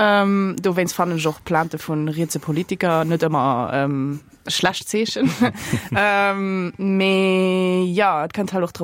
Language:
Luxembourgish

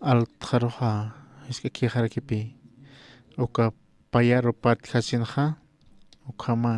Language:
Aymara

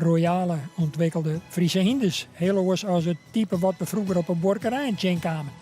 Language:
Western Frisian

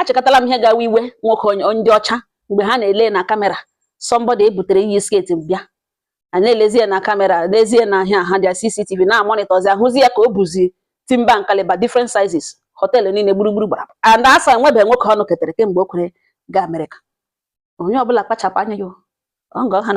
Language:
Igbo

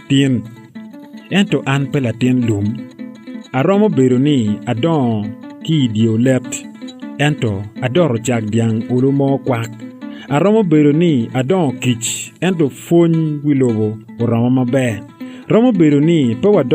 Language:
Acoli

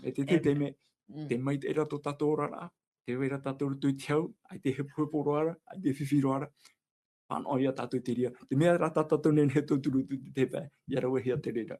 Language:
Tahitian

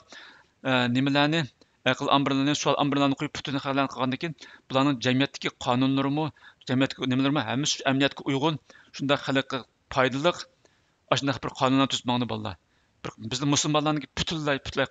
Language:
Uyghur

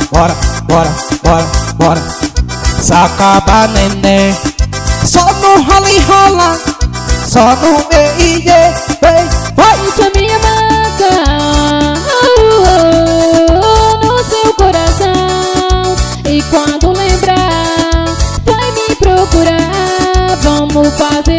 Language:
Portuguese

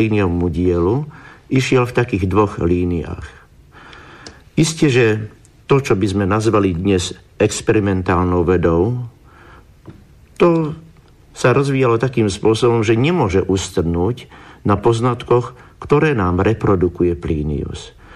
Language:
Slovak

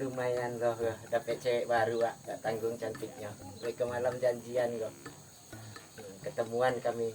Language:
Minangkabau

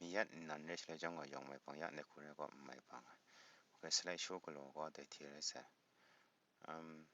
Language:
Kachin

